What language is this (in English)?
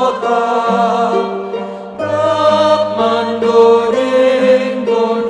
Batak Simalungun